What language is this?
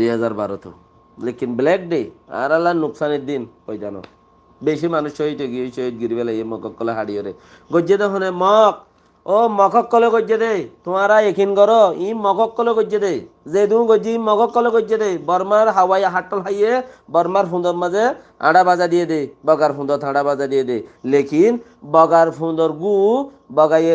Rohingya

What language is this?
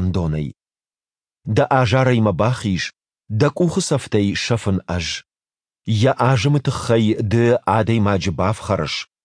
Ossetic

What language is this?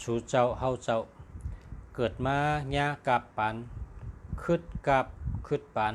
Shan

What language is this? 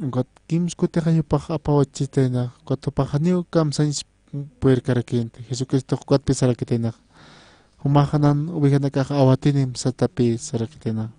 Aymara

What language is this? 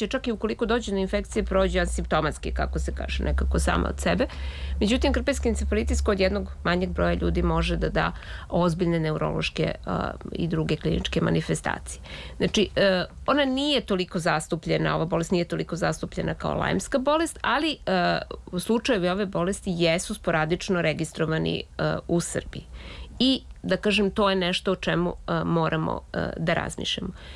Serbian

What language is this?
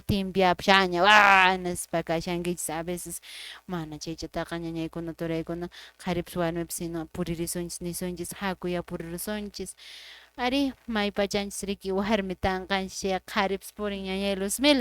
Quechua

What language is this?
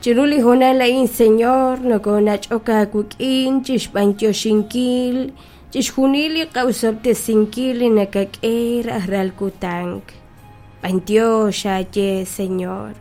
Kekchí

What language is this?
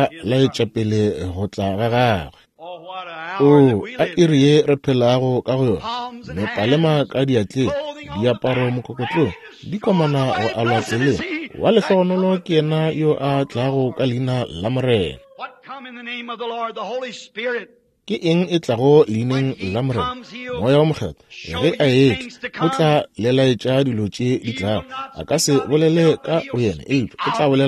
Northern Sotho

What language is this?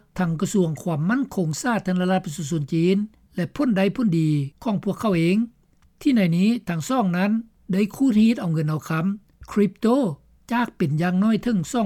Lao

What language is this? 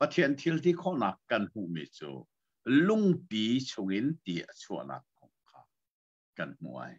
Hakha Chin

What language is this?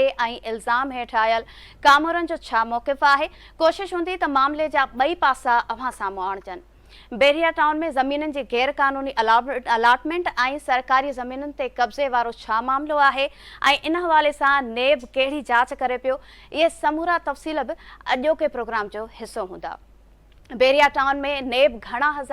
Sindhi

